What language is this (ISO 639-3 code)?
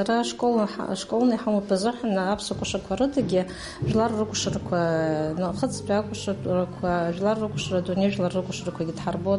abk